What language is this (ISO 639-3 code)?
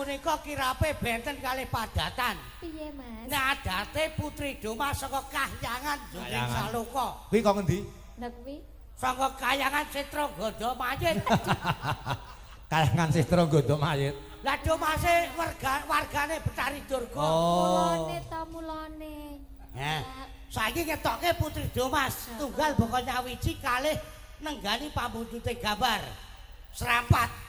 jav